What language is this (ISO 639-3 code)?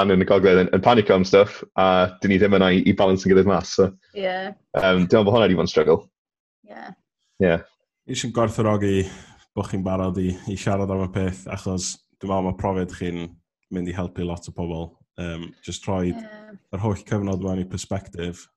cym